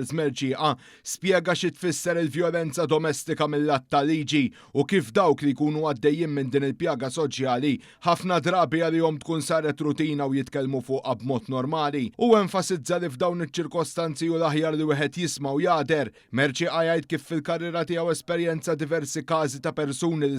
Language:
Maltese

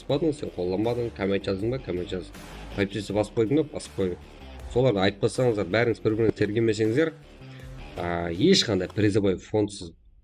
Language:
Kara-Kalpak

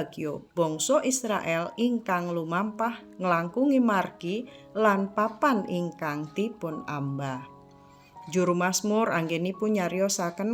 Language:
Javanese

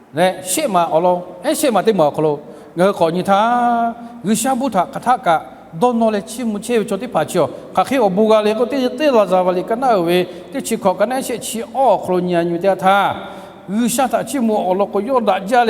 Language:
Lahu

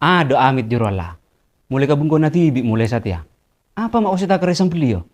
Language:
Madurese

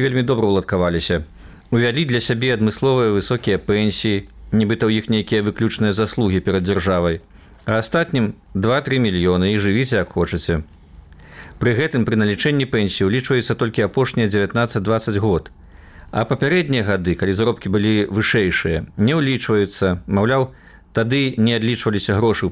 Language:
Belarusian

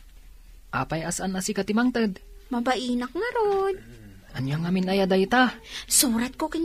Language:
Iloko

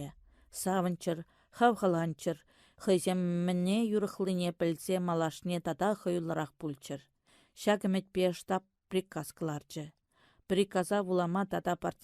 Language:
Chuvash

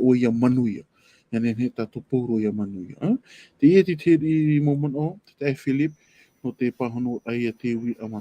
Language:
Tahitian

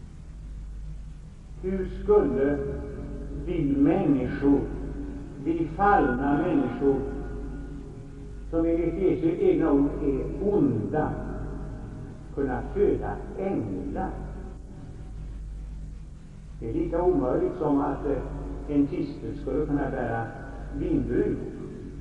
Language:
Swedish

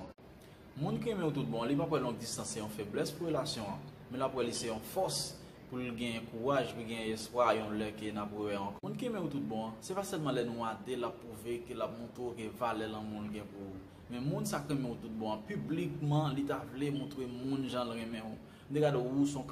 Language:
Haitian Creole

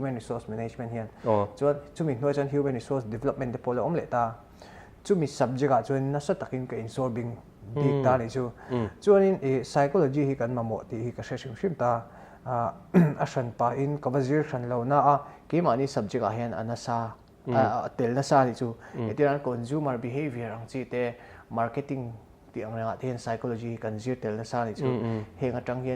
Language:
Mizo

